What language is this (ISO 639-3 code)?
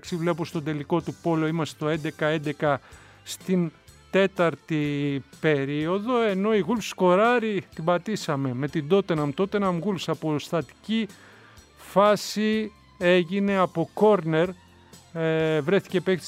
ell